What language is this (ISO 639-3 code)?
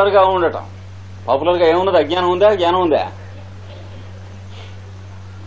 tel